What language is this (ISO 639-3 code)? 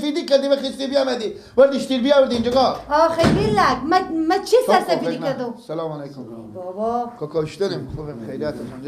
fas